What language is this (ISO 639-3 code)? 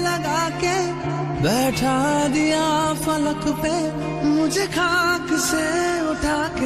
mjw